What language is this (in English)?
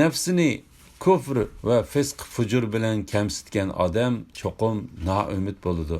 Uyghur